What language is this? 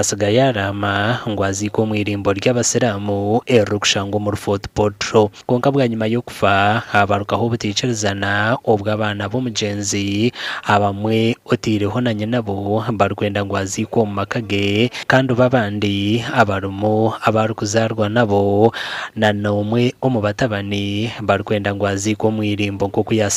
Nyankole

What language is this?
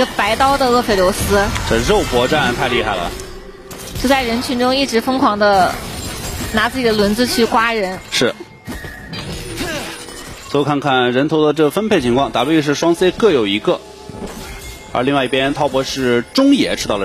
Chinese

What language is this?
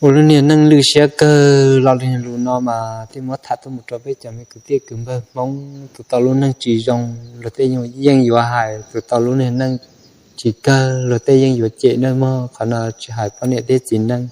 Hmong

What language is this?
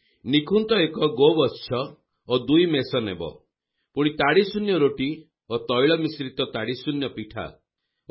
Odia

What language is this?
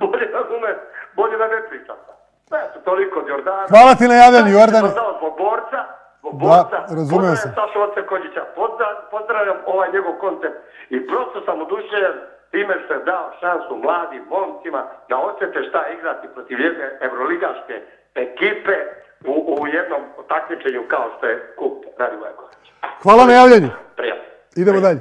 Serbian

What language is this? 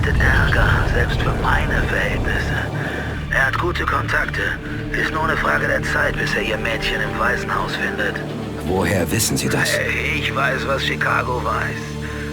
Bavarian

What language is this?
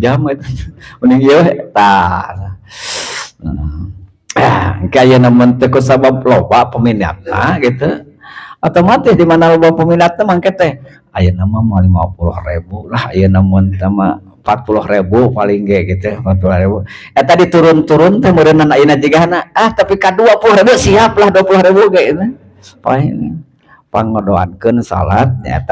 Sundanese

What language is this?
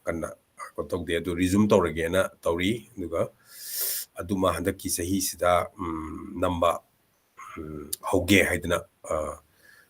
Manipuri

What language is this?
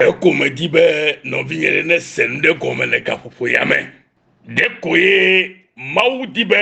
Ewe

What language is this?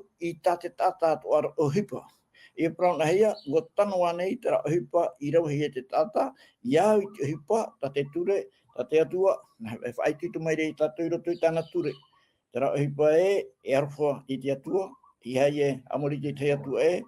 Tahitian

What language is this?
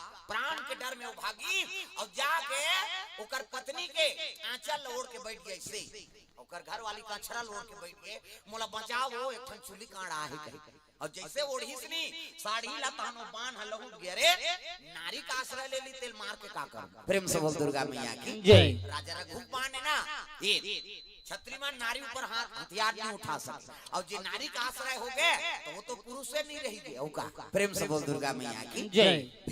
Chhattisgarhi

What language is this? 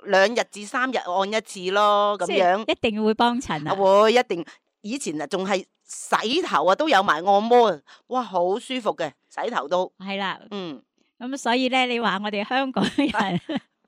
Cantonese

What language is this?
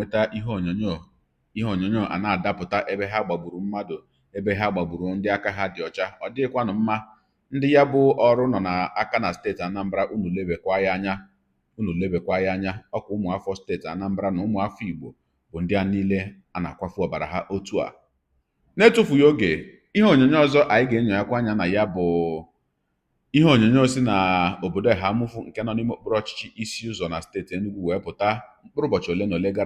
Igbo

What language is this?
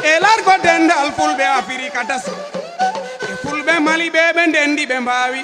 Fula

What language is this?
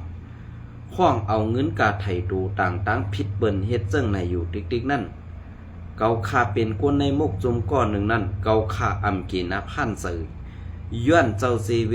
Shan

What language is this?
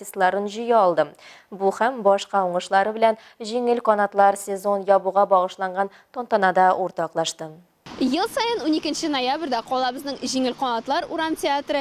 Tatar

